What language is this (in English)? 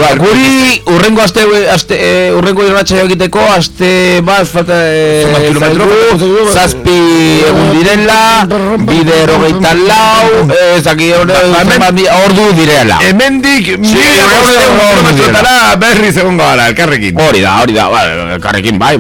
Basque